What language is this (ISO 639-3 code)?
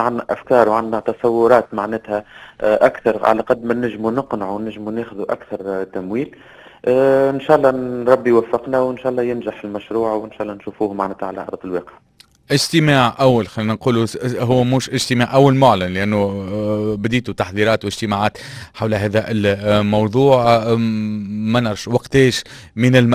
aeb